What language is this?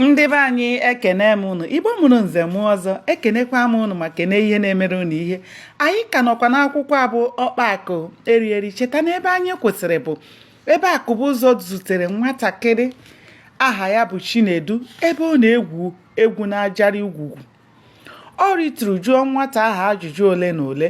Igbo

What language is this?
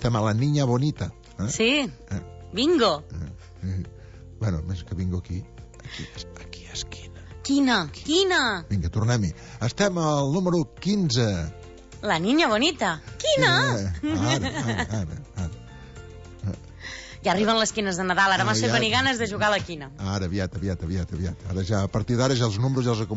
Catalan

